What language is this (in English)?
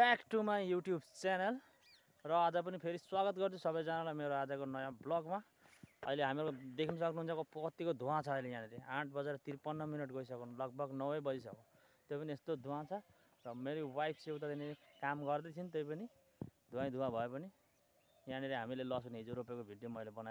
Nepali